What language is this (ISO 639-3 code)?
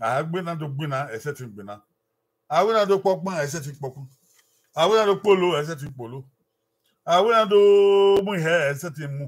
bin